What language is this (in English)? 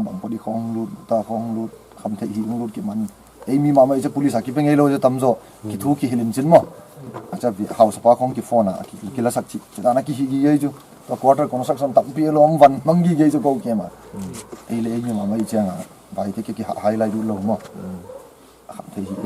Paite Chin